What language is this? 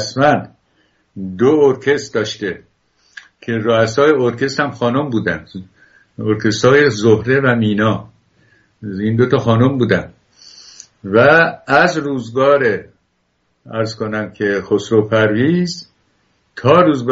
Persian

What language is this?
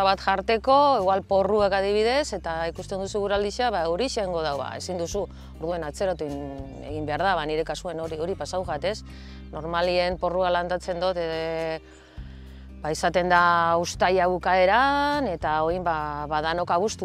Basque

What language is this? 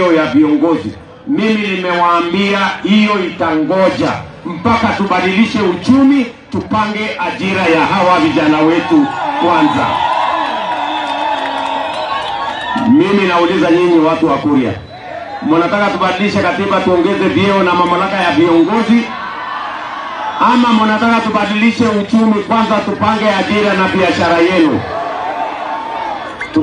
Swahili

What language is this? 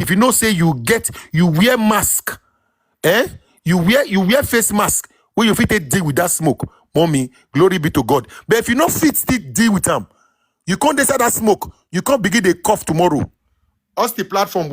Nigerian Pidgin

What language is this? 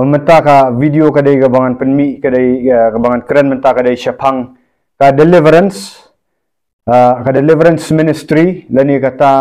Khasi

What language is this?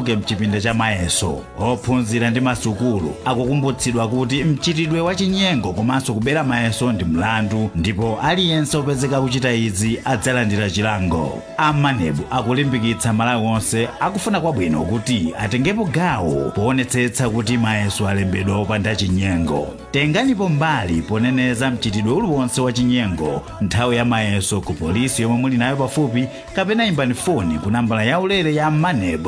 Nyanja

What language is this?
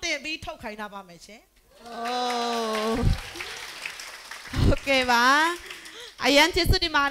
Burmese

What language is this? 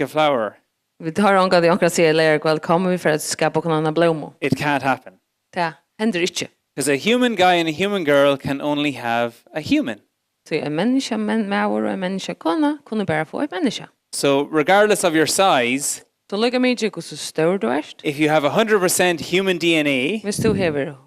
Faroese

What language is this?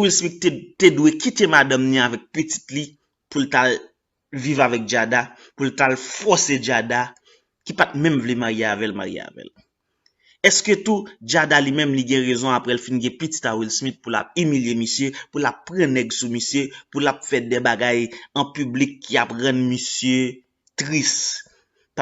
Haitian Creole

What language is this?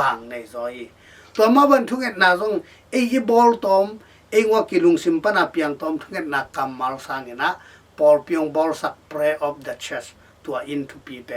Tedim Chin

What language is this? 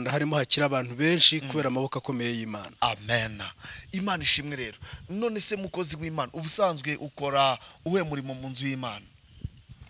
Kinyarwanda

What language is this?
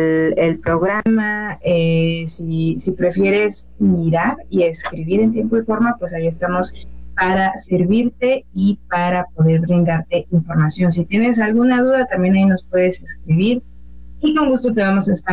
Spanish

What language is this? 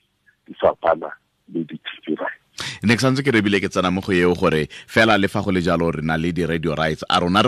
Tswana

